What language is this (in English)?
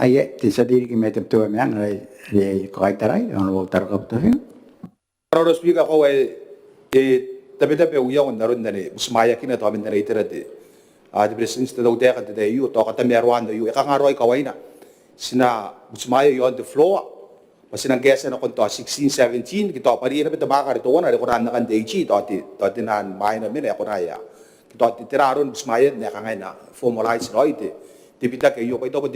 Gilbertese